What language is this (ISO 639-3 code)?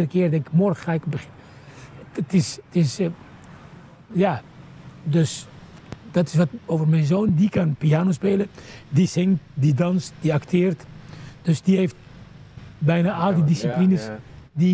nld